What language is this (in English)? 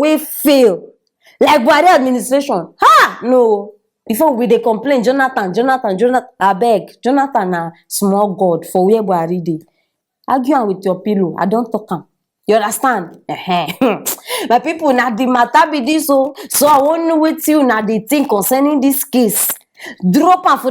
Nigerian Pidgin